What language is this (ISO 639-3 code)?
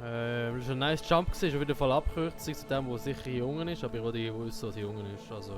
gsw